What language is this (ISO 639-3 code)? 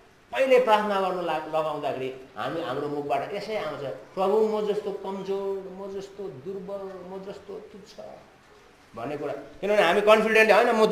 nep